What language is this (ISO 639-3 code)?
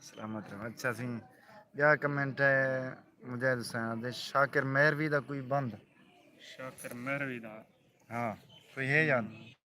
skr